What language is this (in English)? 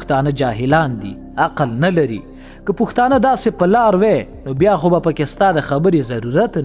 Pashto